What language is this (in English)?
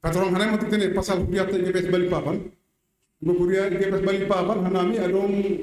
Batak Simalungun